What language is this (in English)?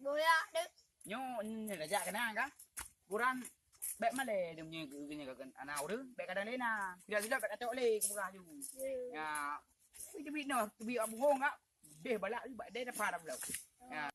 Achinese